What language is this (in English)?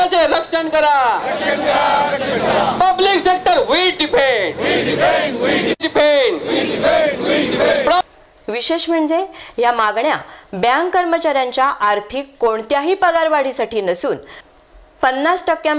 Marathi